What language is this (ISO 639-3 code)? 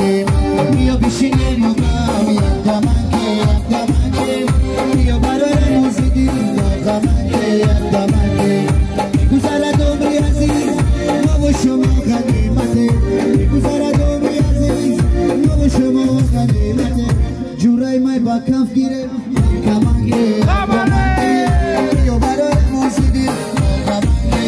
fas